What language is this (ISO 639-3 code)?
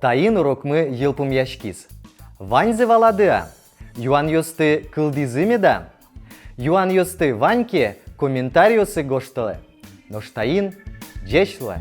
udm